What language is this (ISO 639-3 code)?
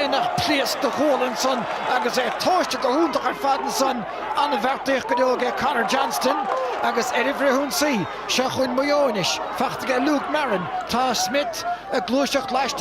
gle